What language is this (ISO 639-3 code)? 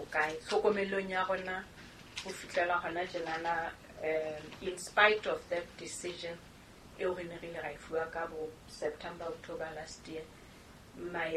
sot